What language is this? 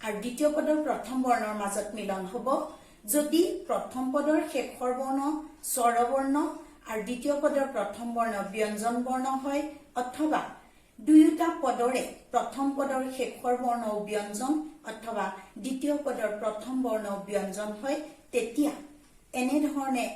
Assamese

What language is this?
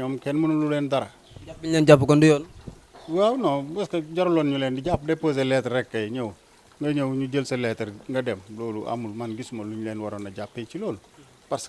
Wolof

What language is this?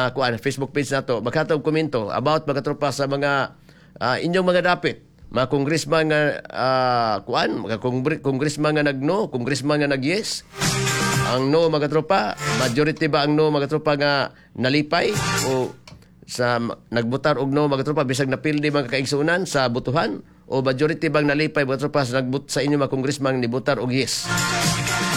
Cebuano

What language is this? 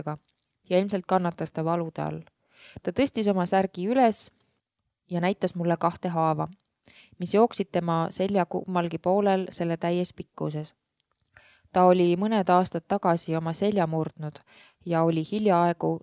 Estonian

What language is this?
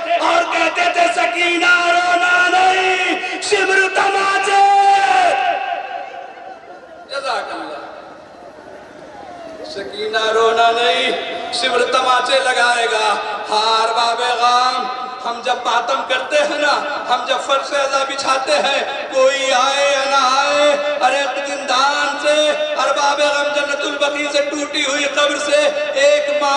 Urdu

